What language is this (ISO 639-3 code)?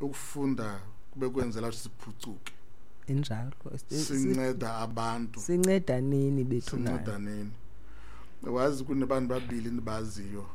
xho